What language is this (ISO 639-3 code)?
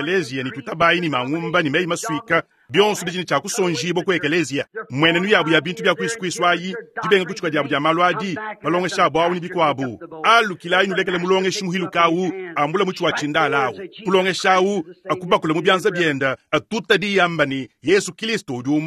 lua